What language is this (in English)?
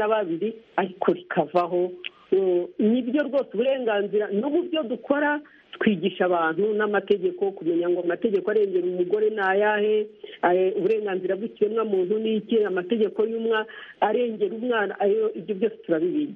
Kinyarwanda